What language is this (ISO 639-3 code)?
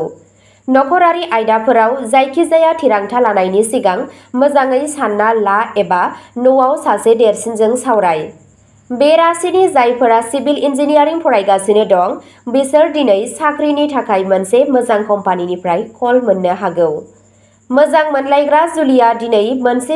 brx